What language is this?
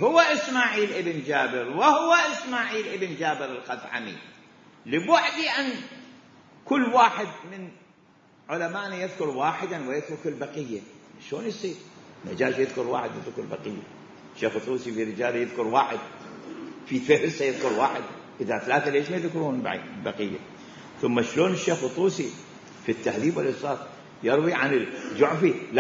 Mesopotamian Arabic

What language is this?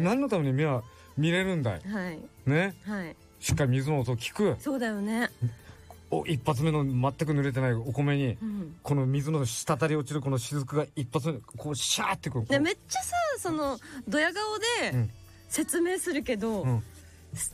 Japanese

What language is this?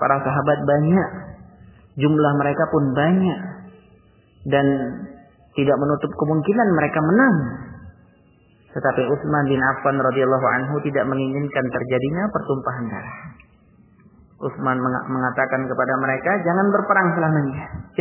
Indonesian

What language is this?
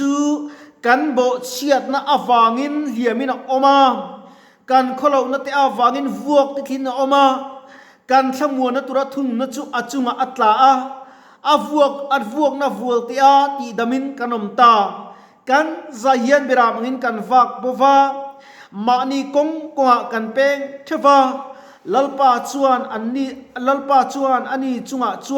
Mizo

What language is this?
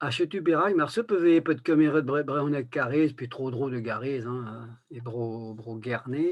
Breton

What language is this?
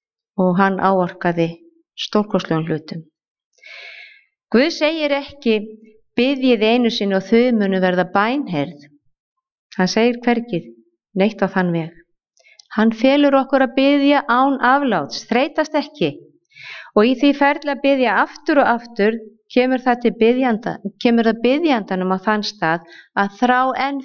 Icelandic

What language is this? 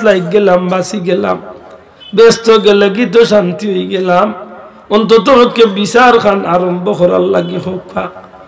Sylheti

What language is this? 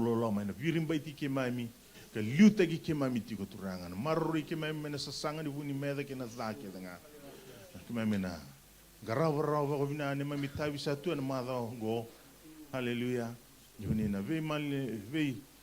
Fijian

